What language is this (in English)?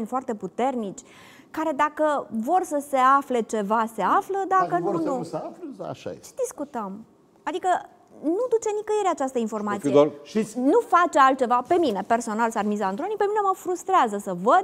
Romanian